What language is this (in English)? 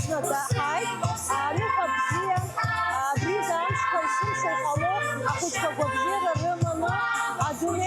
Abkhazian